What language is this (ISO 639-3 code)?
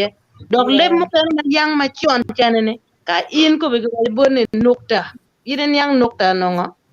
ach